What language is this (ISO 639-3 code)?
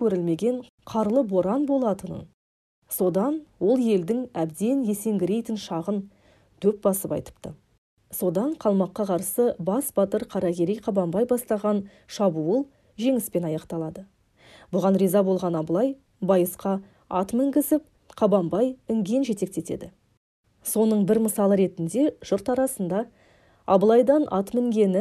kaz